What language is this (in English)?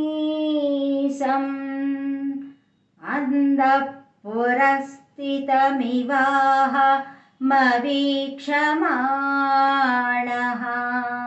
Telugu